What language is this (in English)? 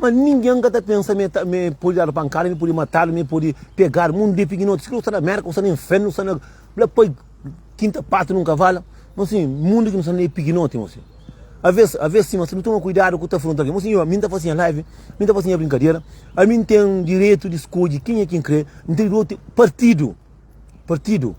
Kabuverdianu